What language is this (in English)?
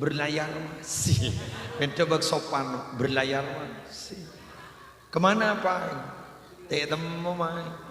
Madurese